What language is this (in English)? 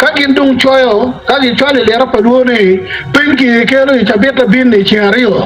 Acoli